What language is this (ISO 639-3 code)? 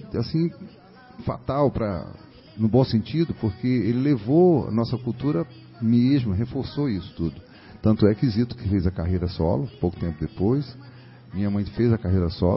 por